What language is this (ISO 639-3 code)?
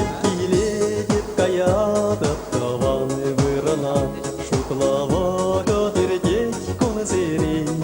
chv